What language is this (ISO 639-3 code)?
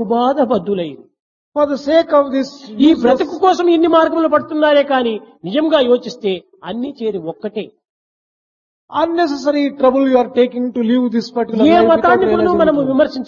tel